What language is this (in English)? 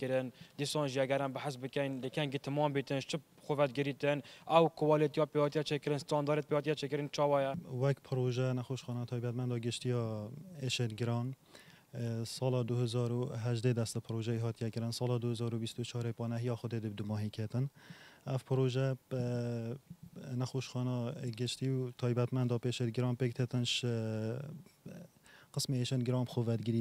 Kurdish